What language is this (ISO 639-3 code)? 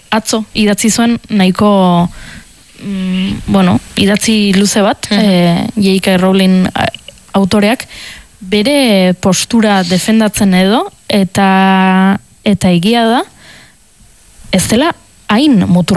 eus